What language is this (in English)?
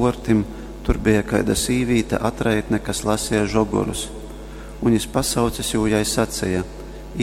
Latgalian